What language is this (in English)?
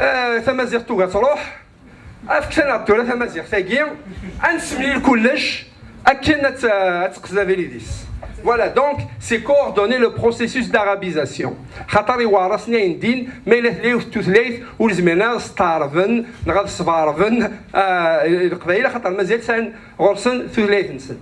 Kabyle